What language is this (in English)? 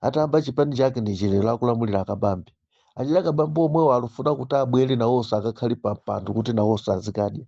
Nyanja